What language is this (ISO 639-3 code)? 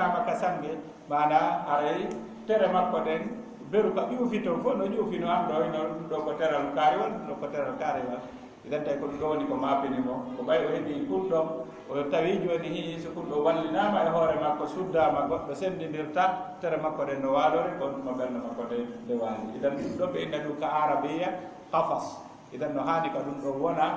ful